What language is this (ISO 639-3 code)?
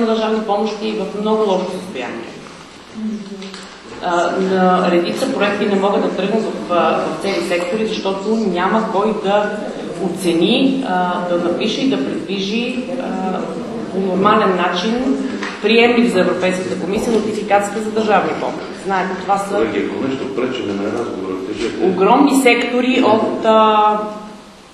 bul